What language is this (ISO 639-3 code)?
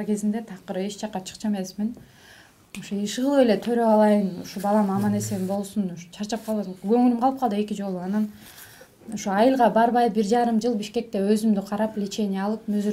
kir